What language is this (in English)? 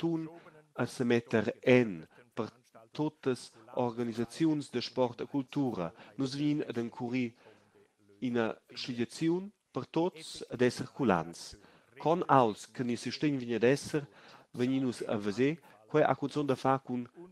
Romansh